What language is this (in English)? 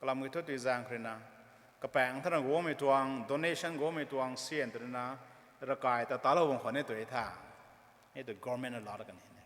Rongmei Naga